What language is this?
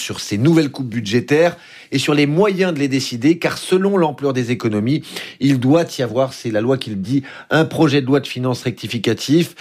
French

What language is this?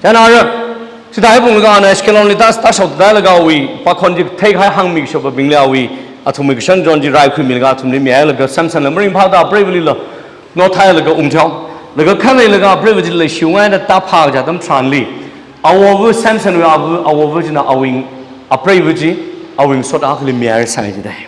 Tangkhul Naga (India)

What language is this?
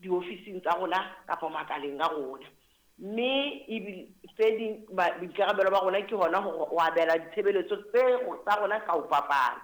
Southern Sotho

